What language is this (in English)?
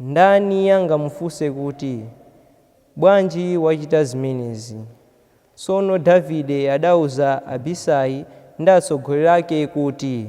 Nyanja